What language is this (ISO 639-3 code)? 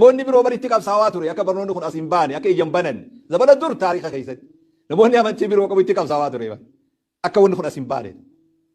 orm